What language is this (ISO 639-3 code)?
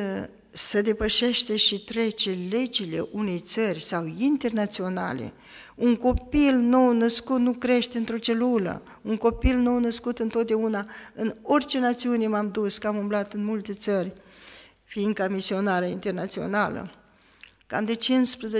ron